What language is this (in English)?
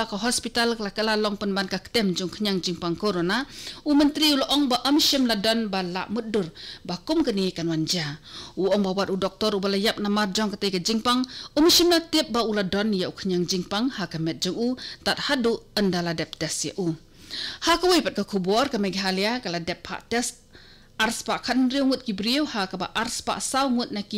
Khasi